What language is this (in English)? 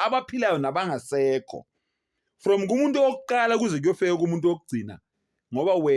Zulu